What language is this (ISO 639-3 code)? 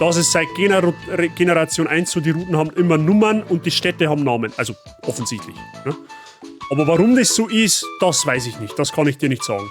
bar